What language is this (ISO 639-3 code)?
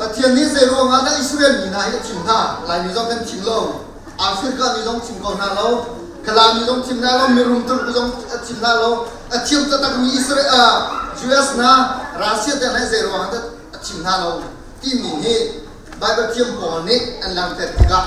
cnh